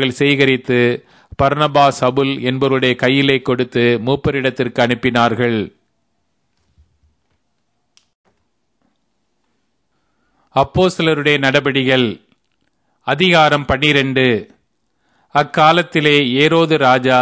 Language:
Tamil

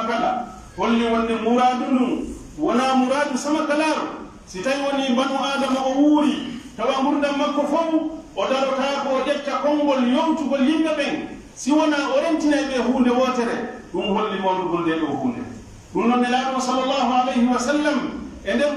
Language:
Pular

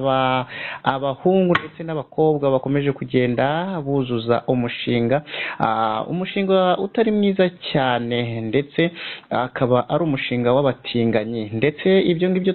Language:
Kinyarwanda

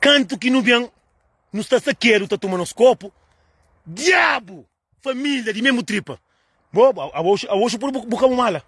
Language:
Kabuverdianu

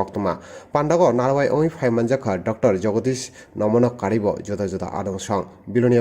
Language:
Kok Borok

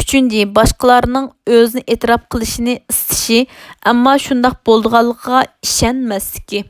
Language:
Uyghur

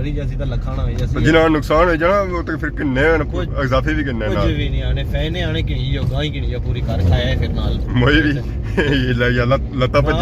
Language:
Pahari-Potwari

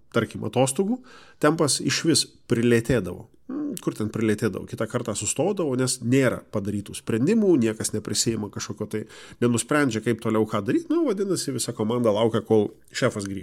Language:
Lithuanian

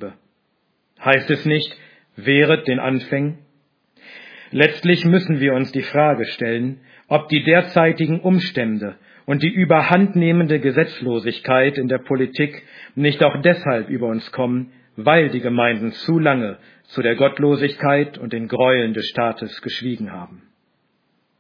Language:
German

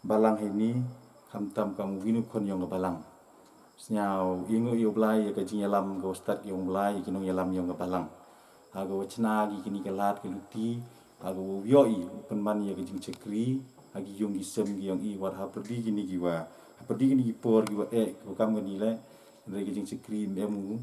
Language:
Pnar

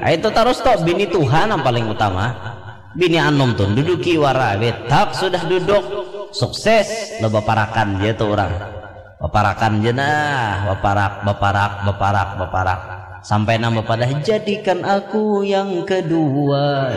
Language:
Banjar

